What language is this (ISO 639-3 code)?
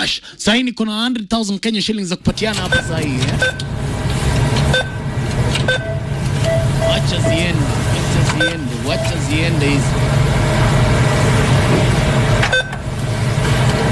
swa